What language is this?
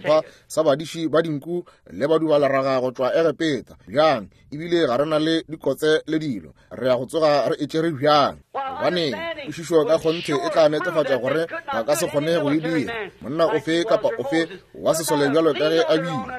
Northern Sotho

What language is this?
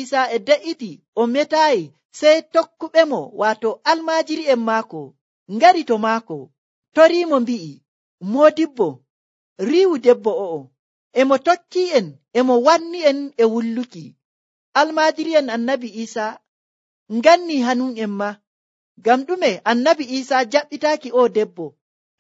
Nigerian Fulfulde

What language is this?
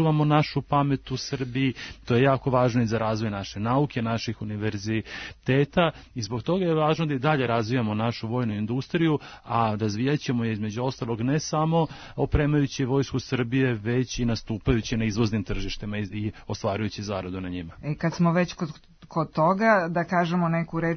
Serbian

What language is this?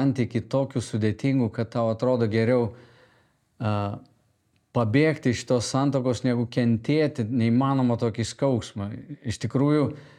Lithuanian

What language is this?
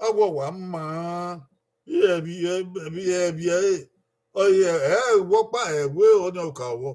Bini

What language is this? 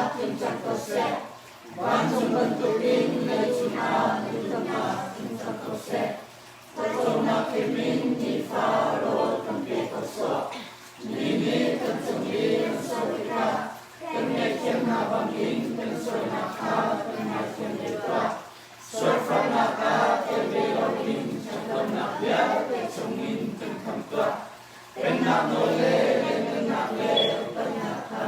Hakha Chin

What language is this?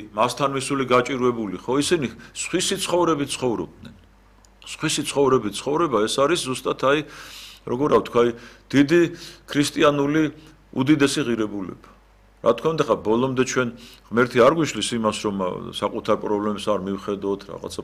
Georgian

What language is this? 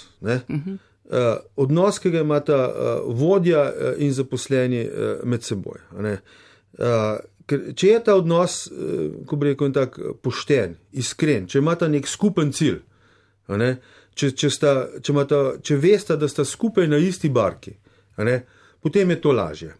Slovenian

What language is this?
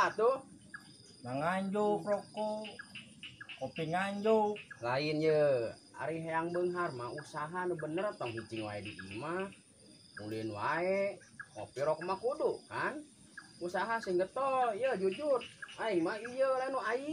Sundanese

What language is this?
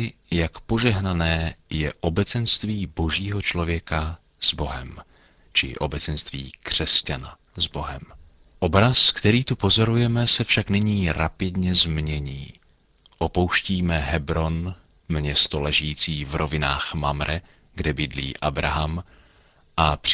Czech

